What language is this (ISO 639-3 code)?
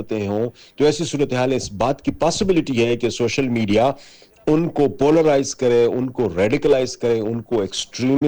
urd